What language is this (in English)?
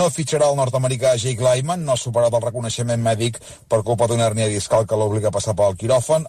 Catalan